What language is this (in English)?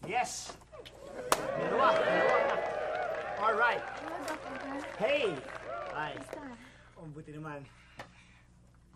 Filipino